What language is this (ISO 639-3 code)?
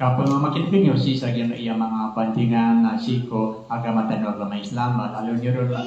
mrw